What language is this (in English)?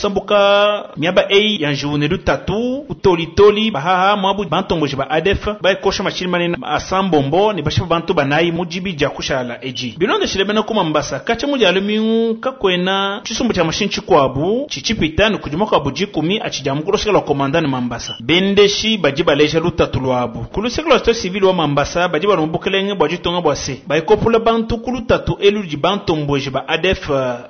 Luba-Lulua